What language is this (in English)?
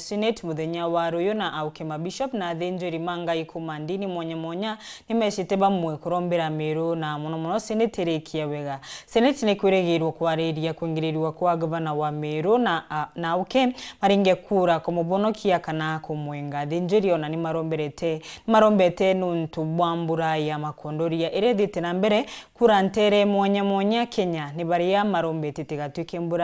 Meru